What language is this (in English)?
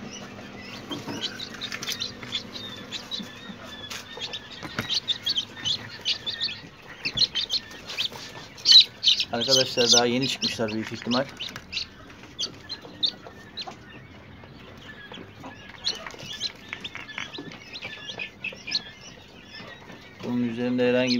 Turkish